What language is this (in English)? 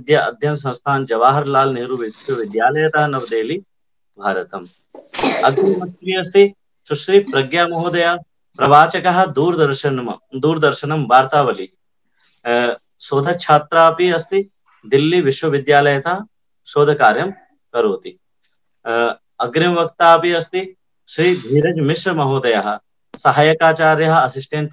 Sanskrit